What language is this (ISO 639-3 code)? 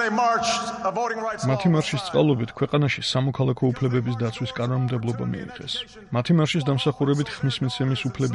kat